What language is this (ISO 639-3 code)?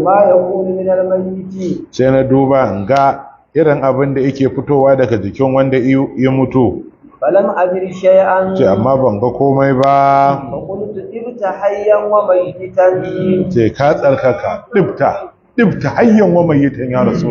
hau